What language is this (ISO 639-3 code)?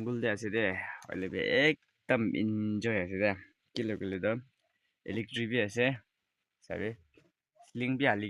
nag